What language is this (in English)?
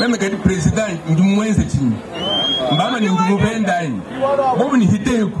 Luba-Lulua